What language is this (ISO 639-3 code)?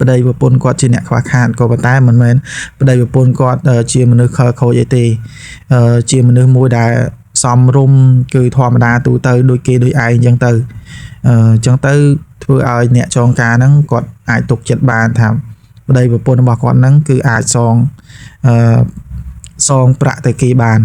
khm